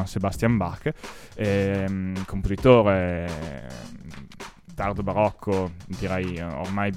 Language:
Italian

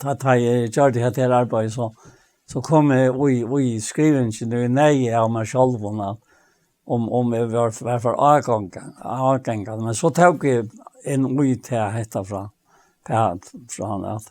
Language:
Faroese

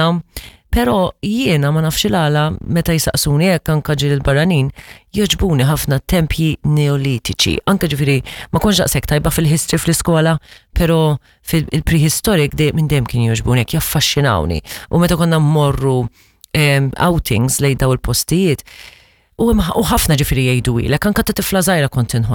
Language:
Maltese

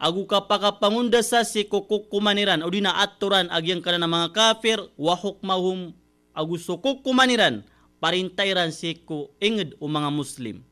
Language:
Maranao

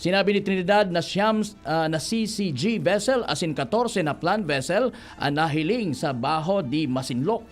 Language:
Bikol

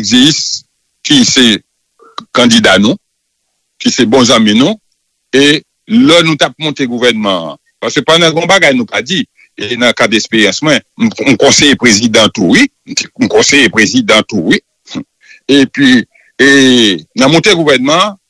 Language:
Haitian Creole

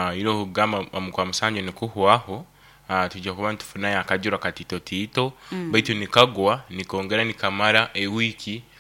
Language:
Nyoro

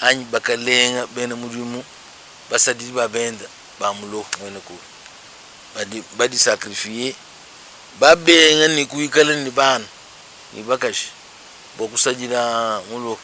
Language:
Luba-Lulua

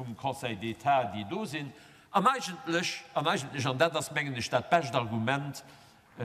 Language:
Luxembourgish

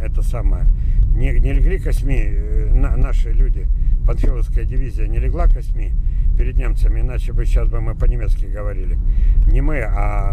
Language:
Russian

